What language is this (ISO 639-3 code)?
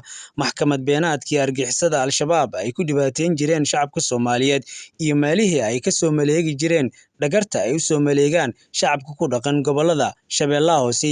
som